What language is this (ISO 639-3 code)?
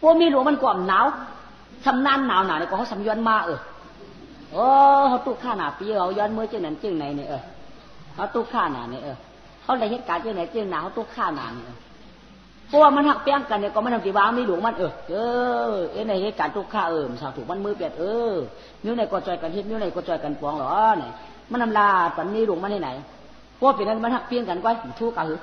shn